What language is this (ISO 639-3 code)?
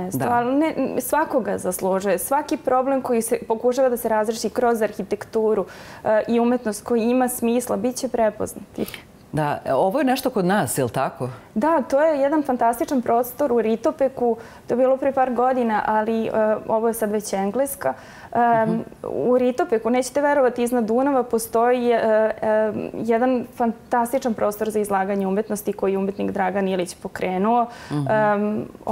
srp